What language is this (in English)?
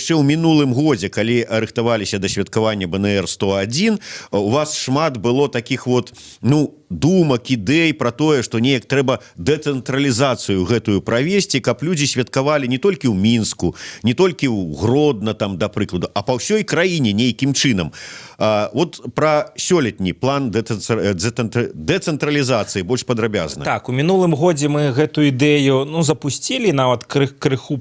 Belarusian